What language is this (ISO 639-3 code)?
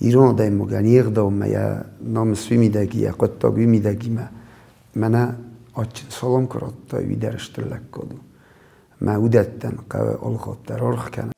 oss